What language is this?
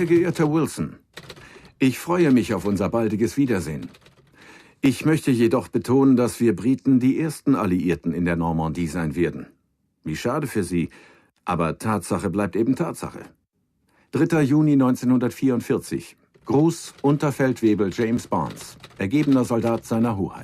Bavarian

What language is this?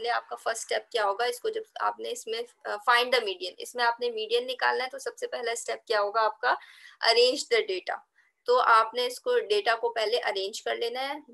Hindi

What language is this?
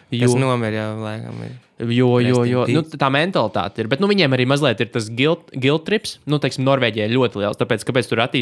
Latvian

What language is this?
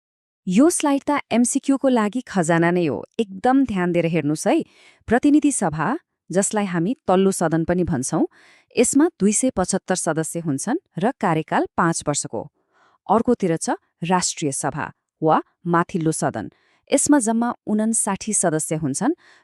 Nepali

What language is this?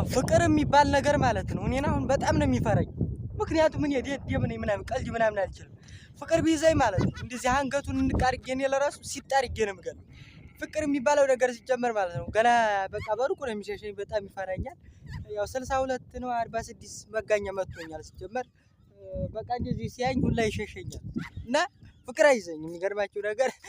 Amharic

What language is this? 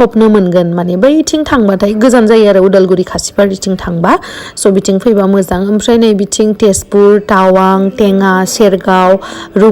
Bodo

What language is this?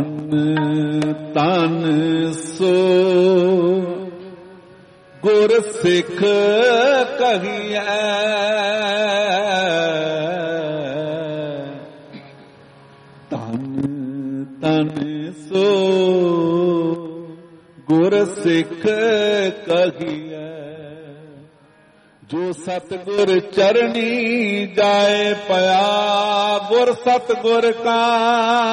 Punjabi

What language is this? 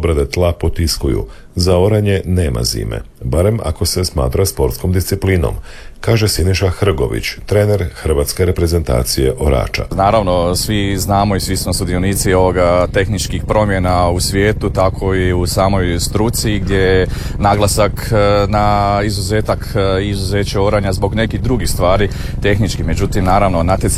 Croatian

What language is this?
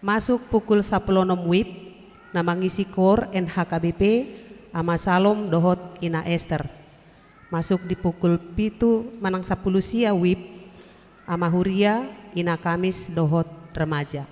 Batak Toba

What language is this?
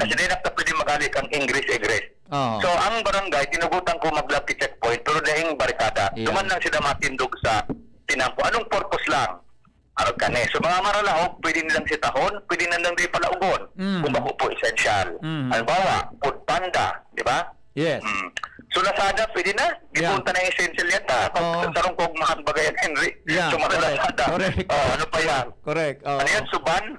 Bikol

